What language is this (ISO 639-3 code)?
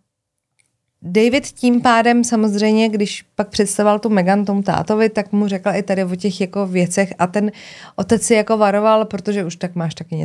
ces